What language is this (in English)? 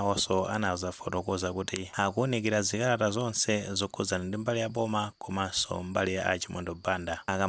Nyanja